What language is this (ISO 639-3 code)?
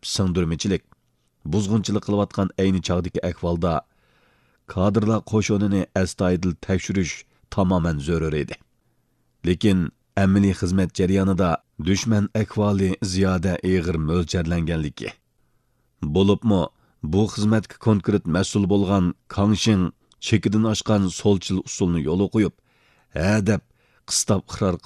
uig